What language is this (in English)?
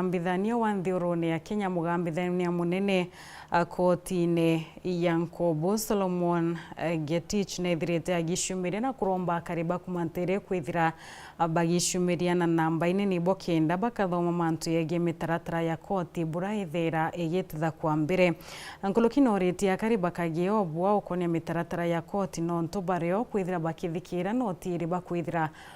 Meru